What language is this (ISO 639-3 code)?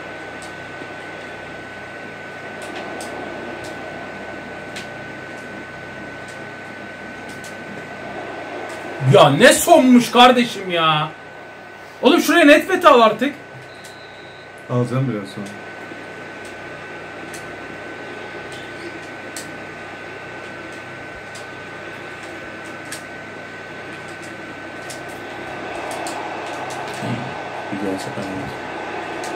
tur